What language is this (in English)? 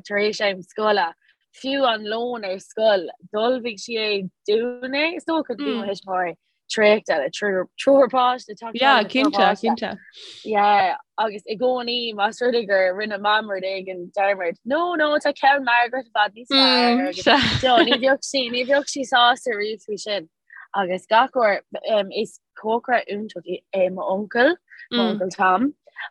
Irish